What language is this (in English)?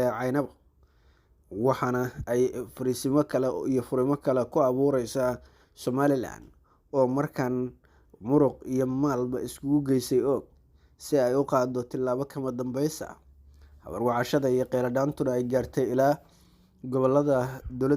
Somali